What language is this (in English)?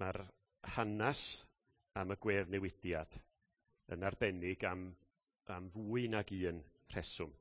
Welsh